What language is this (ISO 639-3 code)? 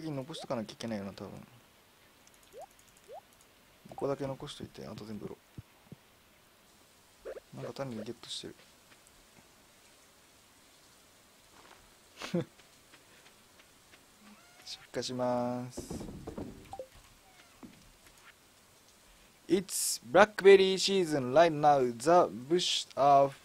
jpn